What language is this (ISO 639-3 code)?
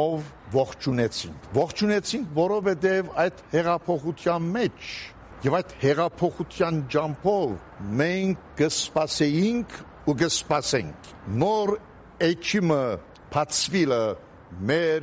hye